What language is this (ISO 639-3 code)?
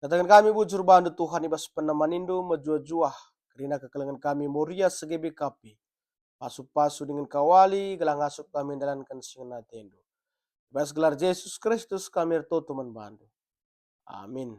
btx